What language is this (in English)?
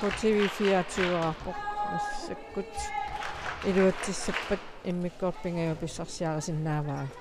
Kalaallisut